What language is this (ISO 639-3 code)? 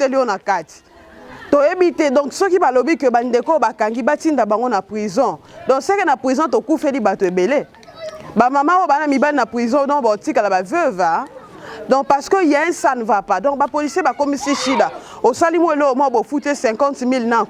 lin